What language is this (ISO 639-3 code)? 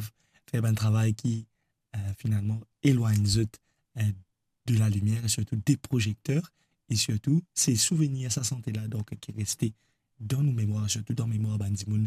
mfe